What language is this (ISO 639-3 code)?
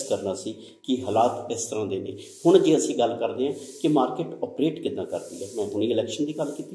pan